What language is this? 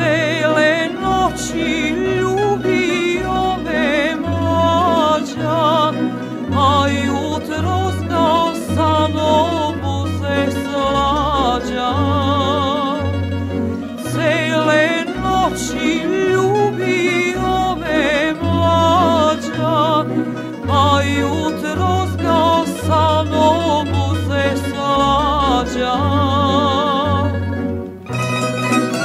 Serbian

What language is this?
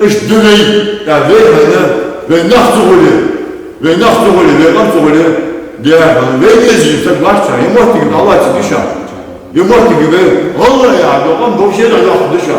Ingush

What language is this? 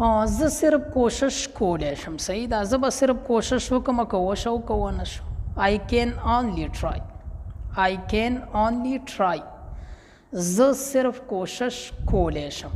Pashto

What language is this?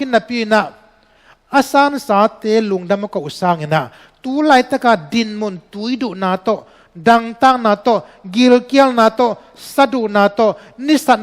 Tedim Chin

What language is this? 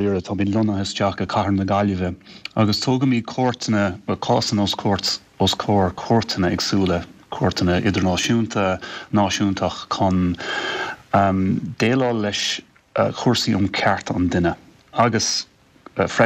Irish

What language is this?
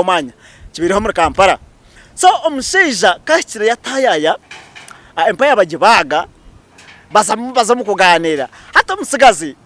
Nyankole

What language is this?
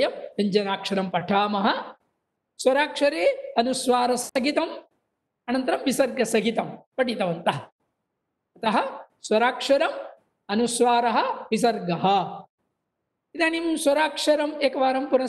Sanskrit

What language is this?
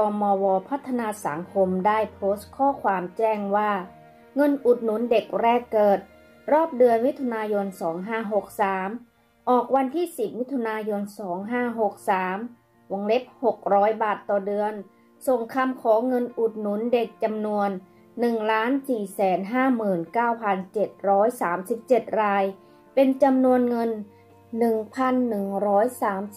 Thai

